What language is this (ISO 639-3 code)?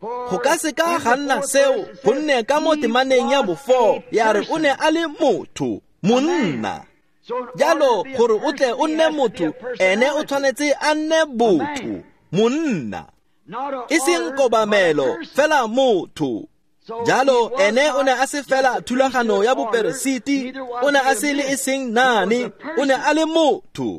tsn